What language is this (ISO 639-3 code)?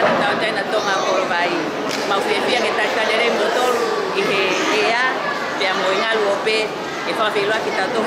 ton